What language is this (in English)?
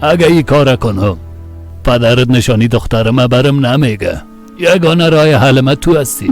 Persian